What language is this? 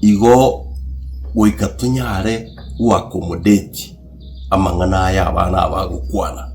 Gusii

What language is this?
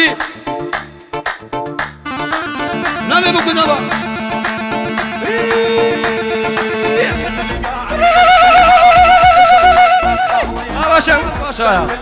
Persian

